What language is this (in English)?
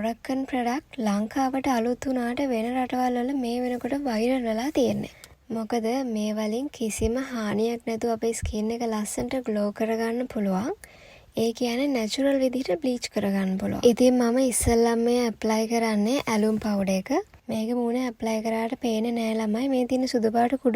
Sinhala